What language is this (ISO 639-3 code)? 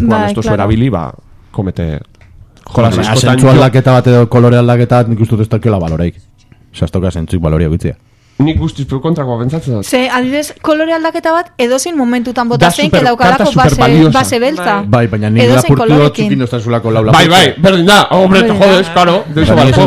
eus